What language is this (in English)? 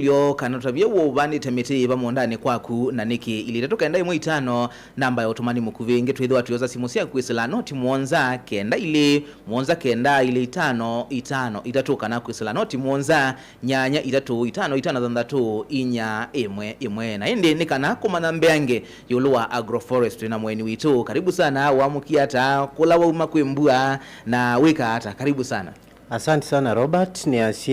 Kamba